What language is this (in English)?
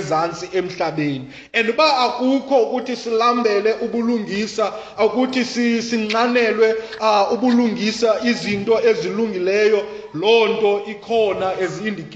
Xhosa